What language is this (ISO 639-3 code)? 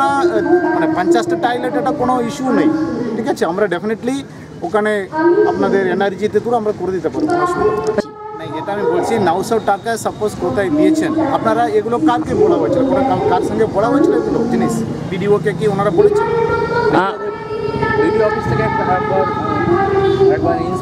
ben